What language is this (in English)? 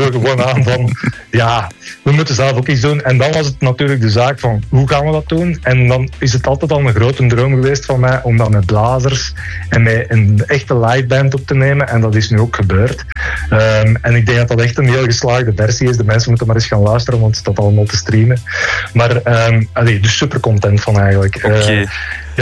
Dutch